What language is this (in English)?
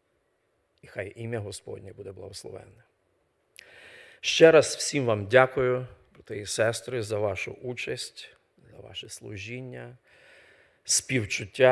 Ukrainian